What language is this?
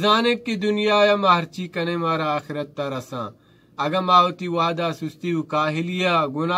Baluchi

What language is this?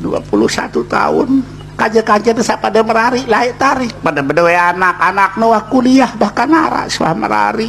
Sasak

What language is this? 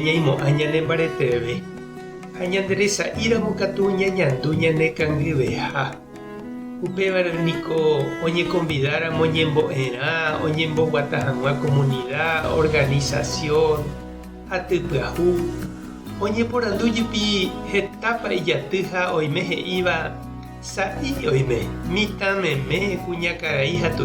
Guarani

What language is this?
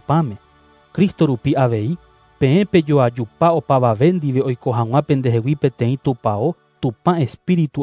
Guarani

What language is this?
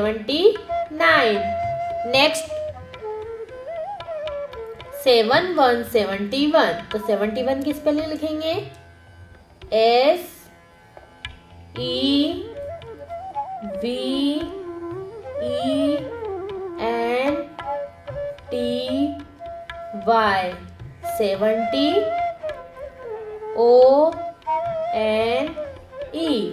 Hindi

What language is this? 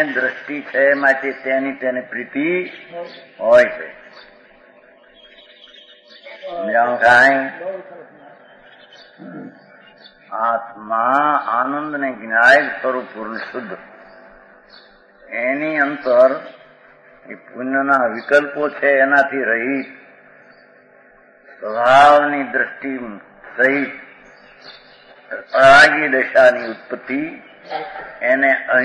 Gujarati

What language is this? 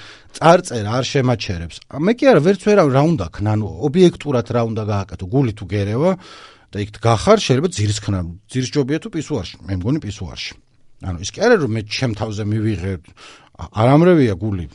Georgian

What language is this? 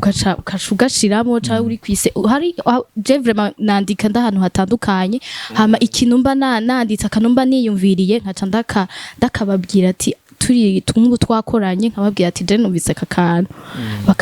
Rundi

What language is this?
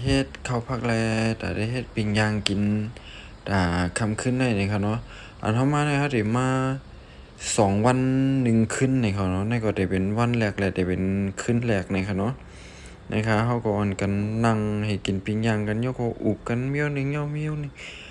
Shan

